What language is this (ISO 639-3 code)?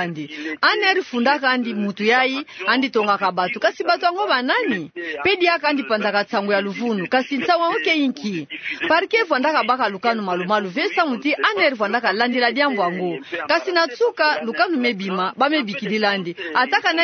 ktu